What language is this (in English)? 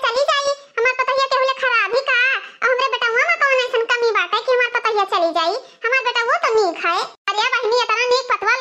Awadhi